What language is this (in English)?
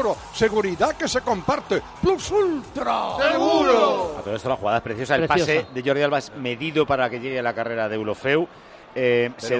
Spanish